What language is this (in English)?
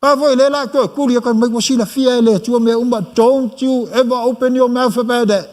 Samoan